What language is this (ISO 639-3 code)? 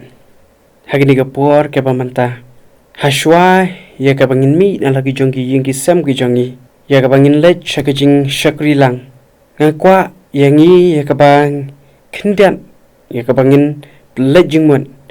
kha